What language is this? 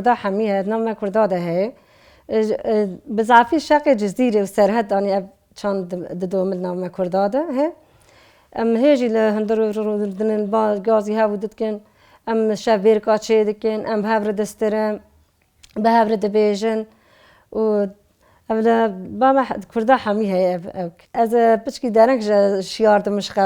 Kurdish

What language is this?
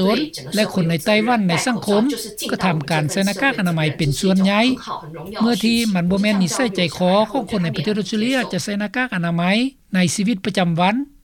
Lao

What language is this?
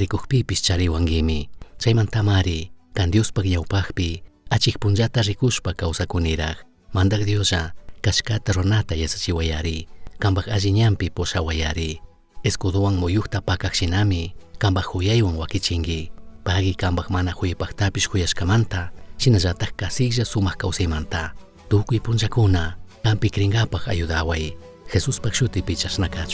Chimborazo Highland Quichua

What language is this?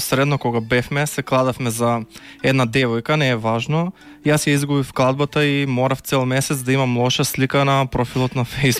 Macedonian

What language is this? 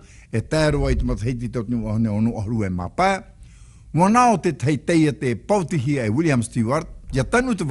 Tahitian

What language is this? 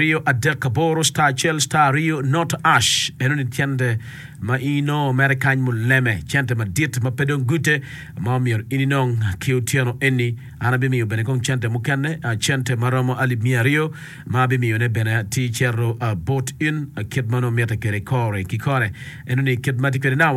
Acoli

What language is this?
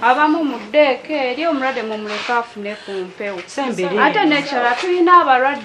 Ganda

